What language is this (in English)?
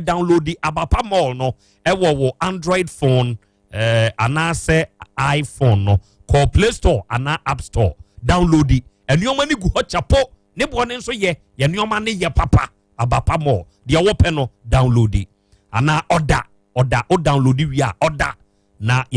Akan